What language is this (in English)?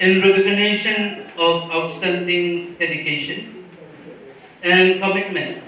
Pohnpeian